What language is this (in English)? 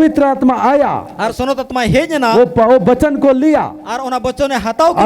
Santali